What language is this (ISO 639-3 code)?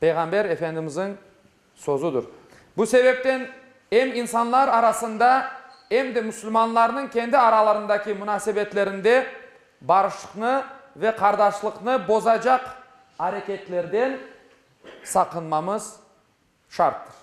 crh